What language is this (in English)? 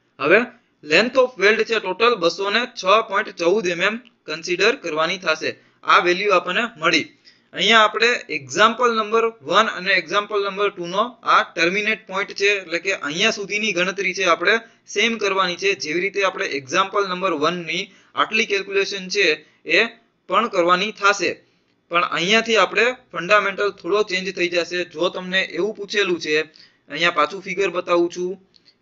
Gujarati